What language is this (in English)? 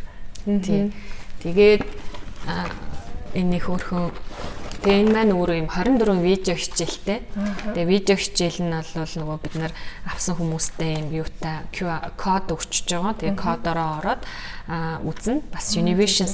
Mongolian